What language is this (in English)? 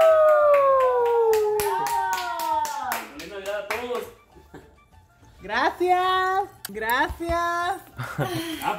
Spanish